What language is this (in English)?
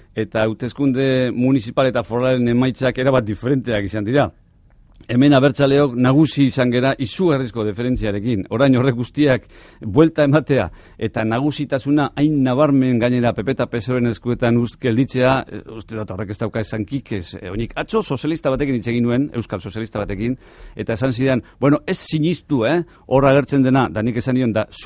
Basque